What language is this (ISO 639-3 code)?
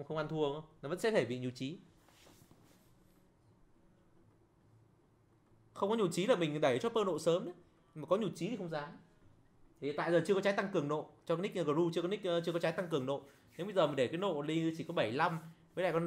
vie